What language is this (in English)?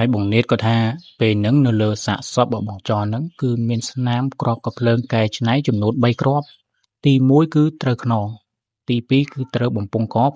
Khmer